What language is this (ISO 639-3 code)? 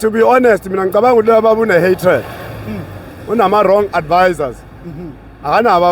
zul